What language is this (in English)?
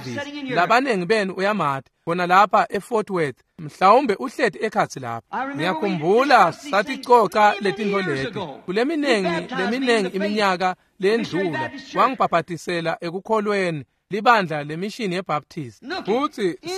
Swati